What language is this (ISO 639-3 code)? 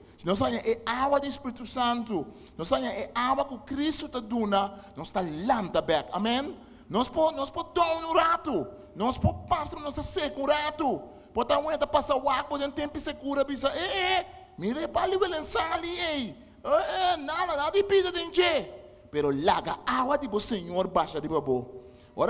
pap